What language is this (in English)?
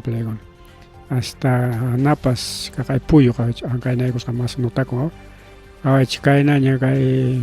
Ayacucho Quechua